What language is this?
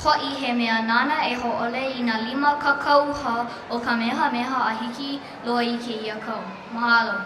Hawaiian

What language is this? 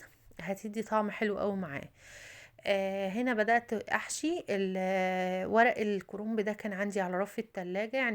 Egyptian Arabic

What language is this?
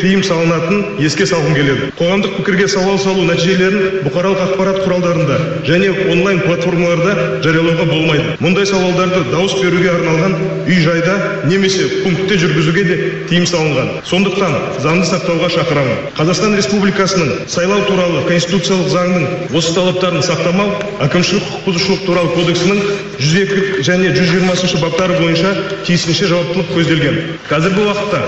Kazakh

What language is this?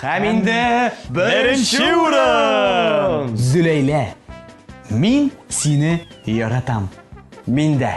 Tatar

